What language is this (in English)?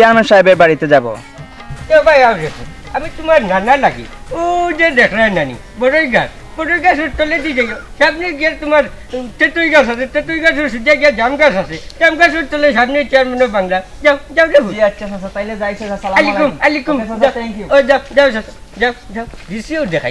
Sylheti